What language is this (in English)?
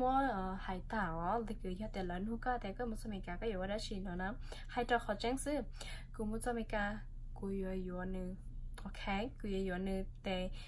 Hmong